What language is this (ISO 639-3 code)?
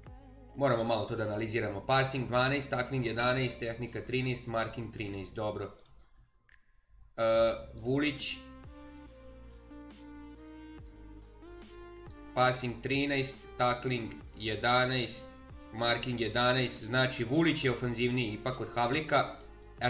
srp